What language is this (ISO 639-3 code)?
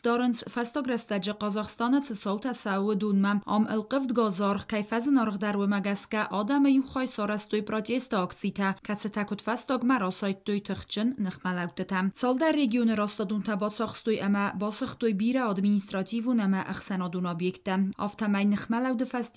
oss